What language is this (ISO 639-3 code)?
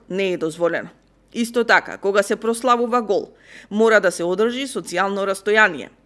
mkd